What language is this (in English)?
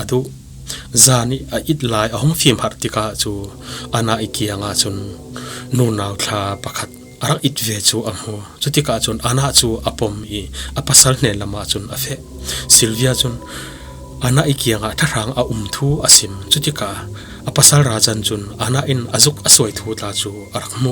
Falam Chin